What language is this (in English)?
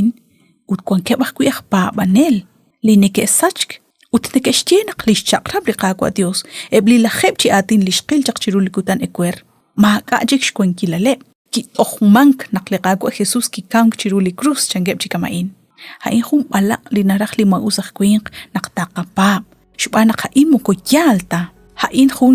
Kekchí